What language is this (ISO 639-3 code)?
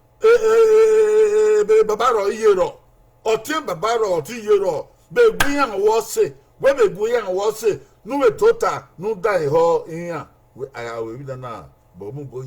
bin